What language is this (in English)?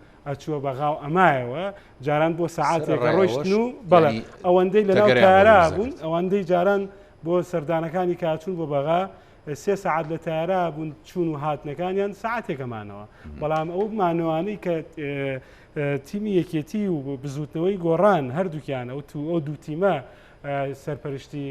Central Kurdish